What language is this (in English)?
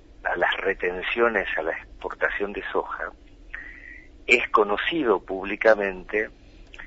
Spanish